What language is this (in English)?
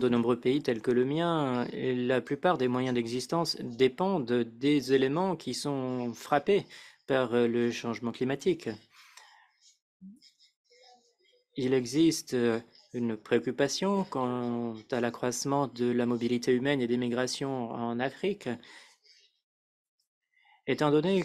French